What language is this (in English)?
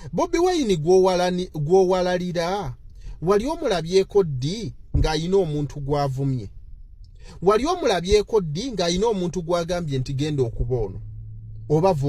Ganda